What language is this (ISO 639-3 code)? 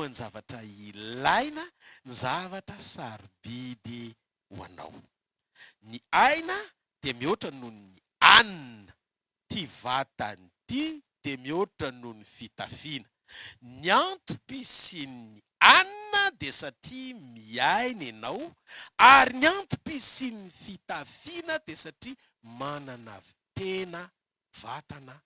mlg